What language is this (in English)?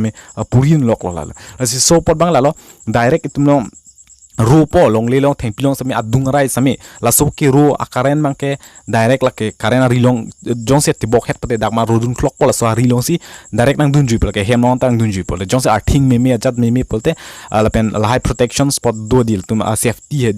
Karbi